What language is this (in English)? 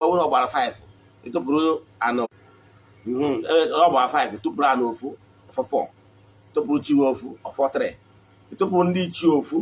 Igbo